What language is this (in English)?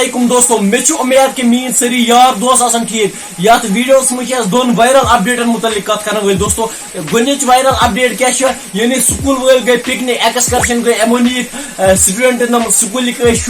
Kashmiri